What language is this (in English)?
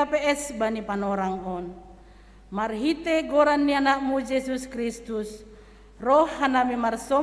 Batak Simalungun